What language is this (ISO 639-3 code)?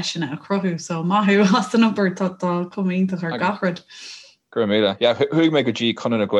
gle